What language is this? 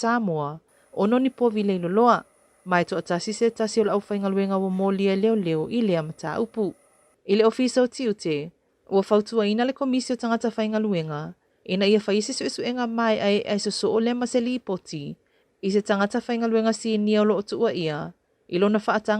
Samoan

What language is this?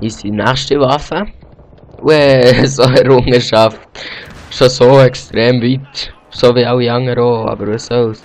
Swiss German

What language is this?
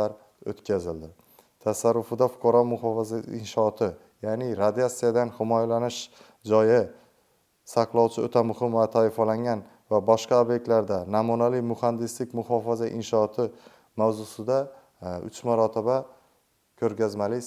Uzbek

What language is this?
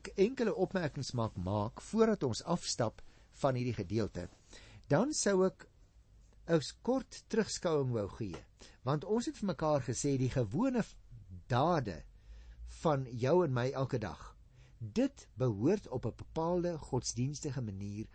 Afrikaans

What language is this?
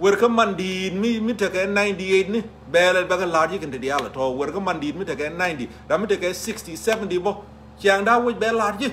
Nuer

